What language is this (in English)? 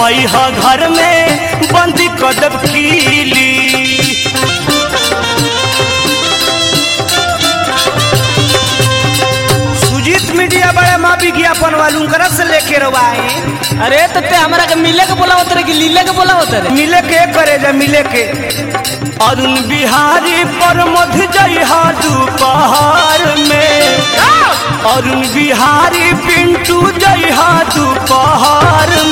Bhojpuri